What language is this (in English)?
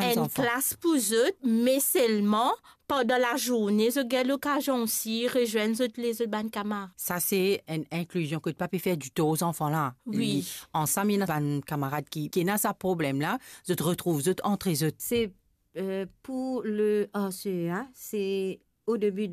Morisyen